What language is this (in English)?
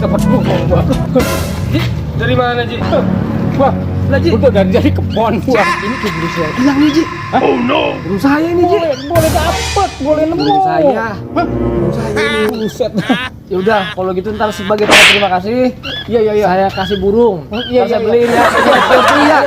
Betawi